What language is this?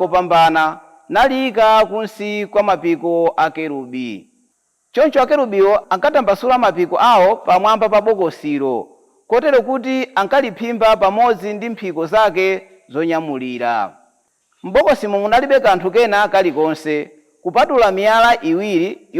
Nyanja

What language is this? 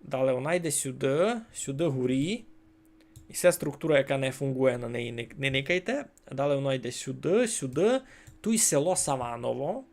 Rusyn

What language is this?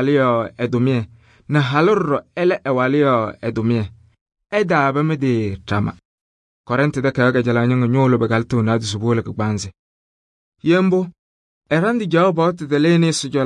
Kabiyè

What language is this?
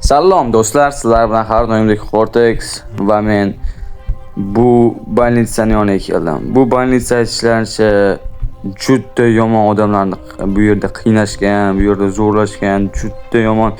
Uzbek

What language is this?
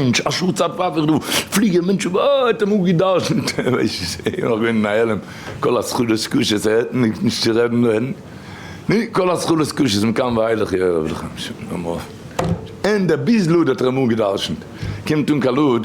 Yiddish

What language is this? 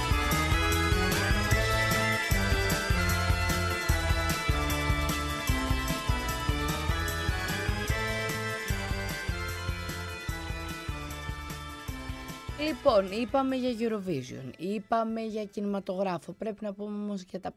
Greek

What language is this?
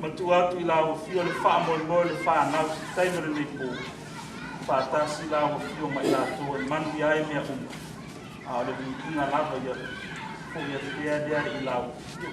Samoan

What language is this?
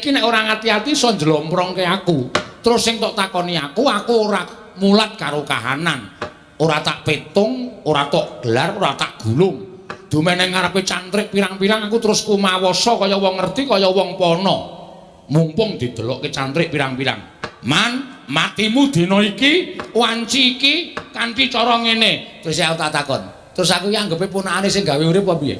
Javanese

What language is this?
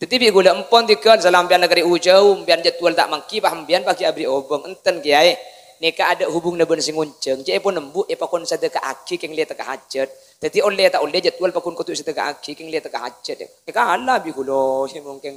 Madurese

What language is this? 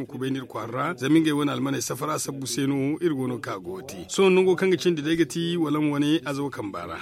Zarma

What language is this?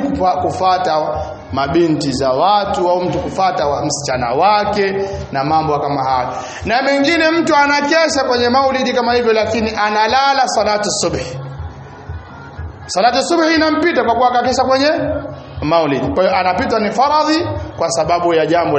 Swahili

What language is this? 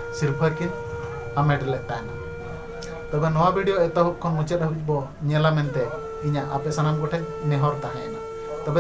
Santali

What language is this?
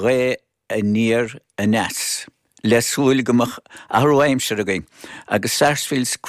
Irish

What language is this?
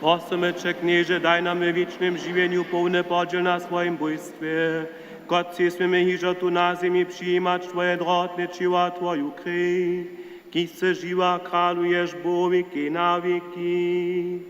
Upper Sorbian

